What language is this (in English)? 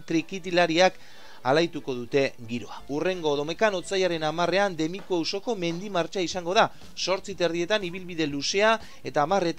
Basque